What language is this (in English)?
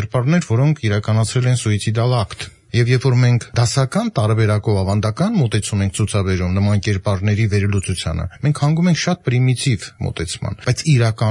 Armenian